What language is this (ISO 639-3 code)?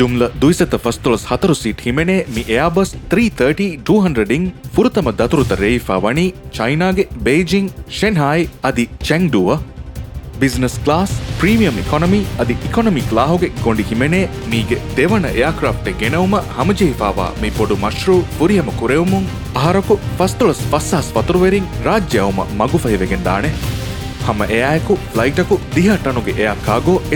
div